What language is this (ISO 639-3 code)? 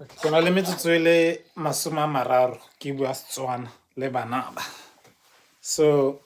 tsn